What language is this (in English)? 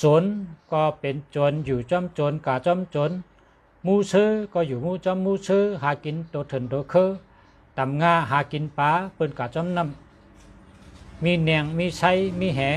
Shan